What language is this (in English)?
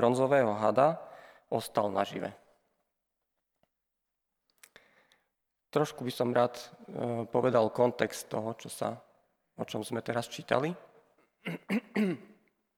Slovak